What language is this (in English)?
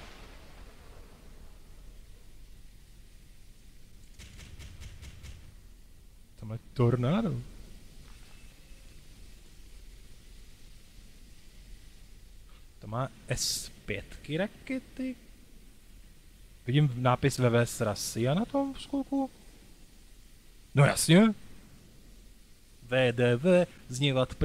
Czech